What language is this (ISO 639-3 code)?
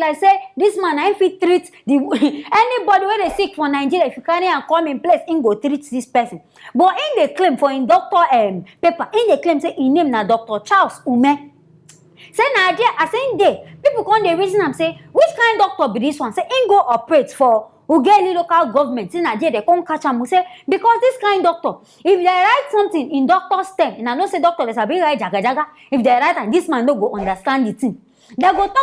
pcm